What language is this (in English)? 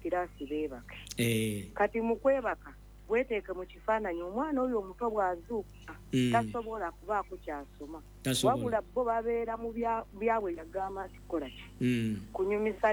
Ganda